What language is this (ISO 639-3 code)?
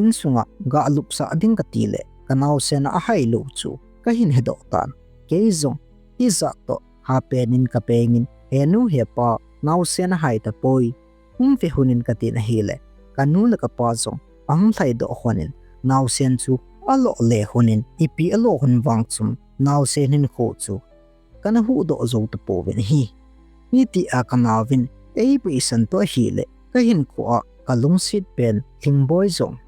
tcz